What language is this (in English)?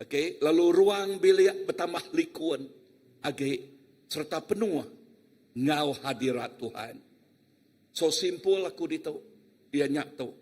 Iban